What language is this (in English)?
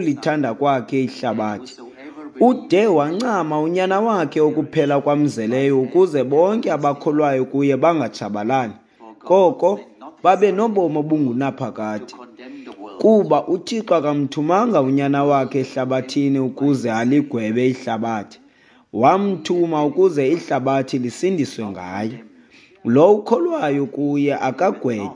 Xhosa